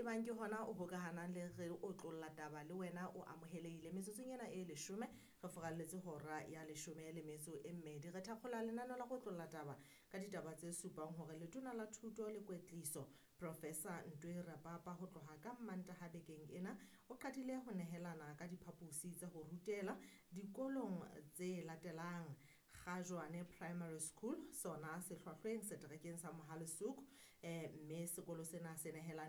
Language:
Southern Sotho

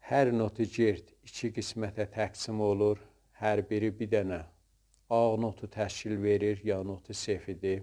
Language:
South Azerbaijani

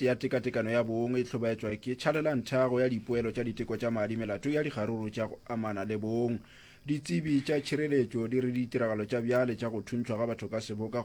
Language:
Northern Sotho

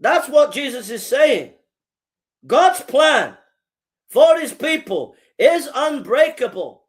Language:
English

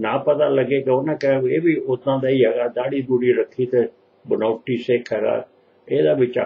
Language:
Punjabi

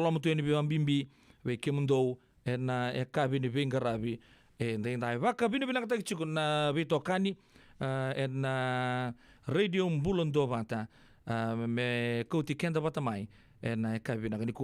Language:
Fijian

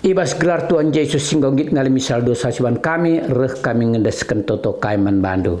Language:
Batak Karo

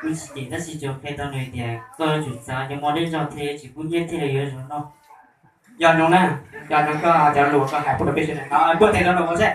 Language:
Hmong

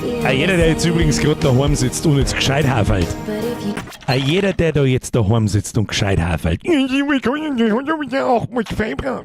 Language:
Bavarian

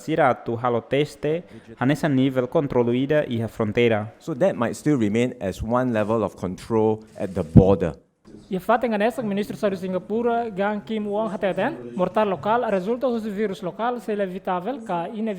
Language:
Tetum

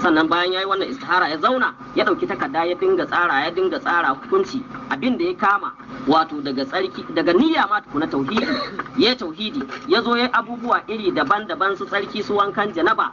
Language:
Hausa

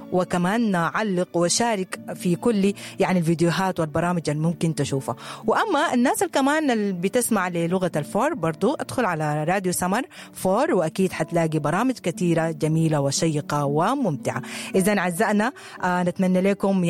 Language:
Sudanese Arabic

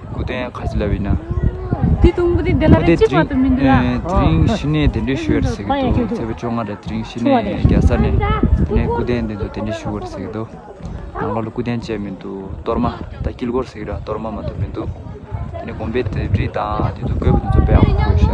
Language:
Tibetan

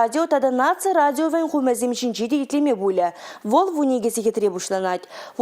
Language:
Chuvash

